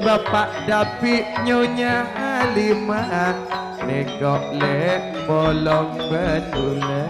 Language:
Madurese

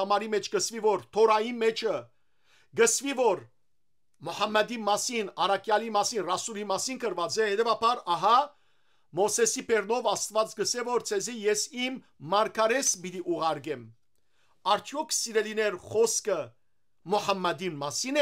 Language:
Western Armenian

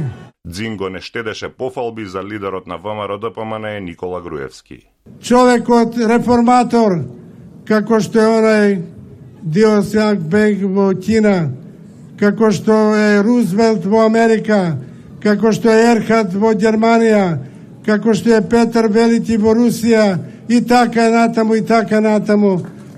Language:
Macedonian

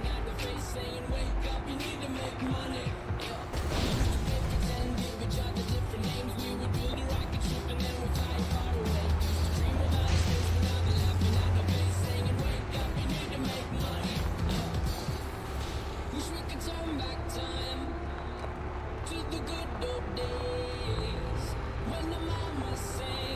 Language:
English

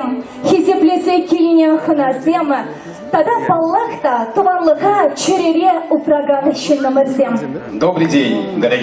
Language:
Chuvash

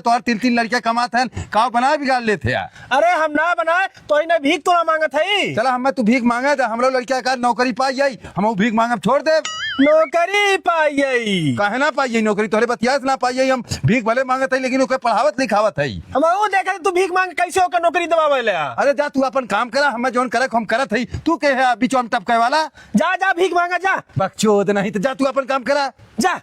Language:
Awadhi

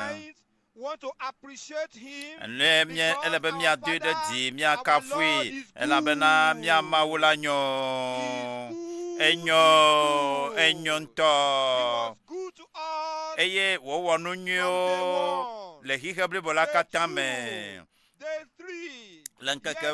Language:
Ewe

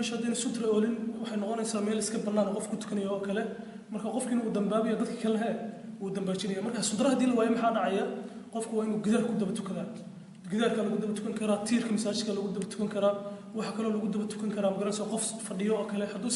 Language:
Somali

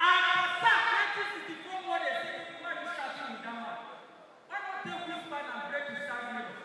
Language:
Nigerian Pidgin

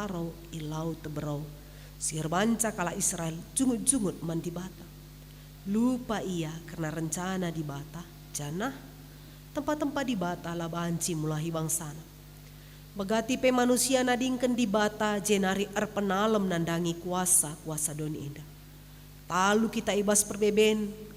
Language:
Batak Karo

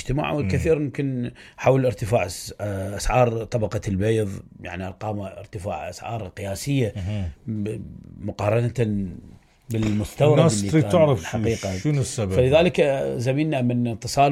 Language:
Mesopotamian Arabic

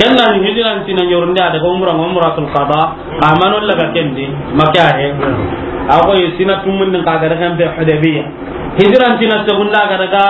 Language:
Soninke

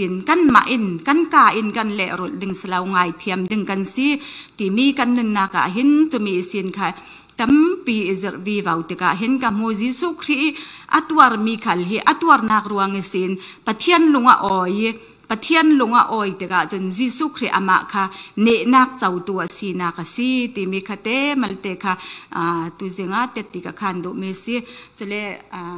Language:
Falam Chin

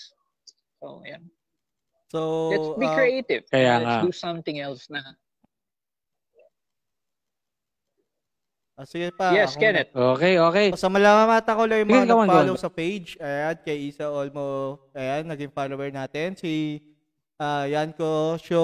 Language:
Filipino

